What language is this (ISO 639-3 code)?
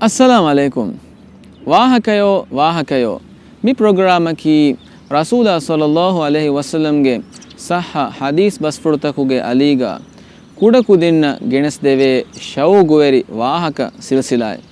div